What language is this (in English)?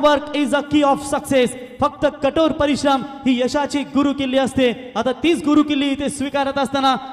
Marathi